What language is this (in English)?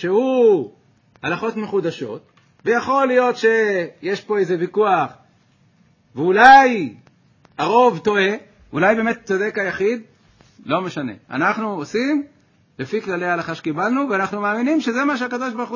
Hebrew